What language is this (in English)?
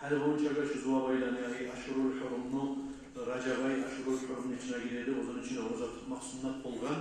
Kumyk